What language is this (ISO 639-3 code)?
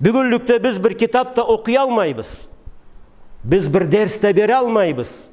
krc